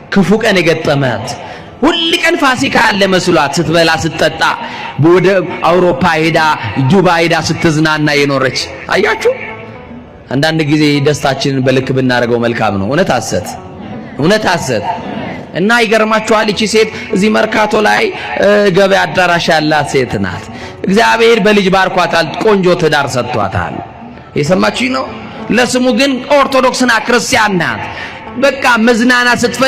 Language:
Amharic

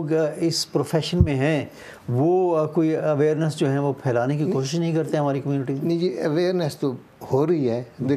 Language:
Urdu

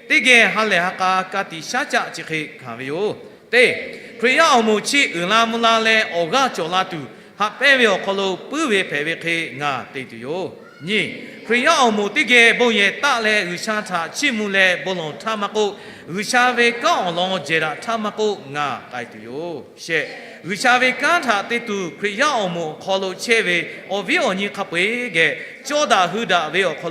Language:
Lahu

